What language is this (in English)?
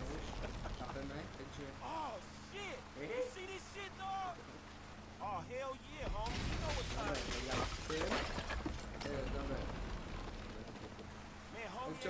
Slovak